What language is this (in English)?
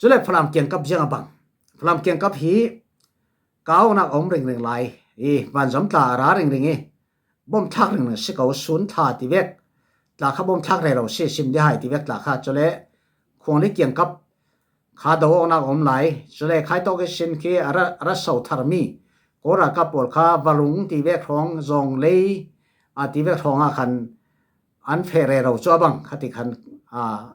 Falam Chin